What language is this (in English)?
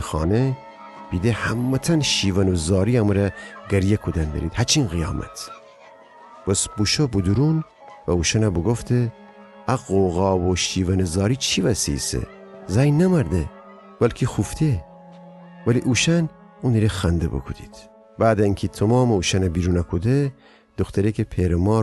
Gilaki